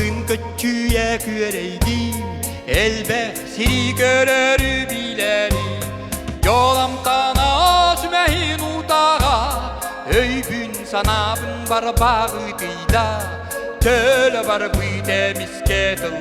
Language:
Yakut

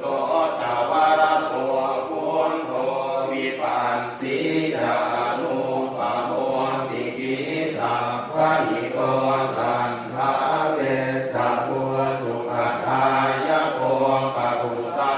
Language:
Pali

